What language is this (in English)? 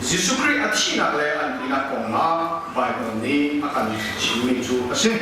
Hakha Chin